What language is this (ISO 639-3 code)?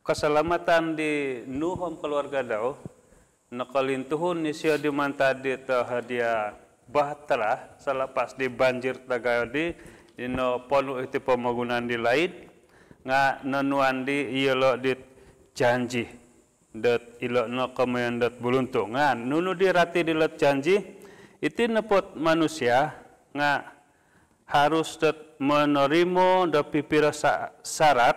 dtp